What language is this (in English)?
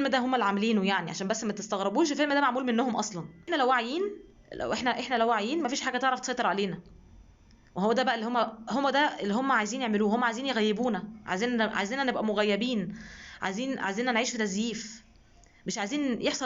Egyptian Arabic